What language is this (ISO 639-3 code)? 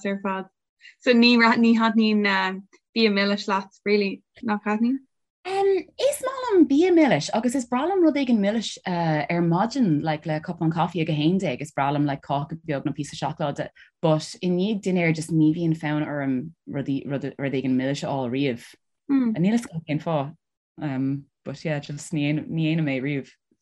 gle